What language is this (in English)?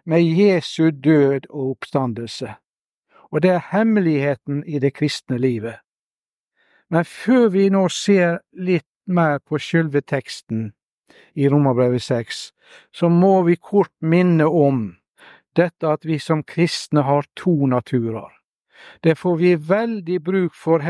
Norwegian